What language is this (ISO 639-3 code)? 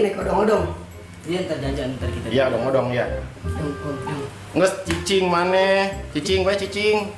bew